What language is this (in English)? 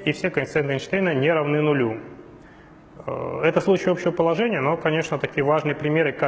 Russian